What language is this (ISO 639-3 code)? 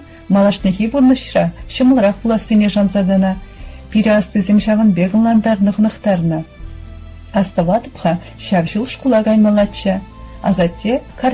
chv